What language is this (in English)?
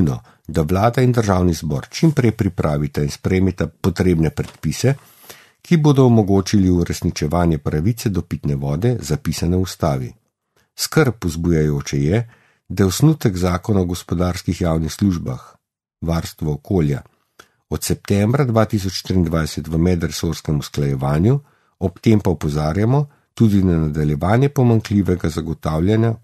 Slovenian